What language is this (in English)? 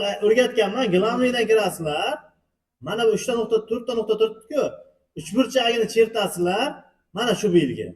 Uzbek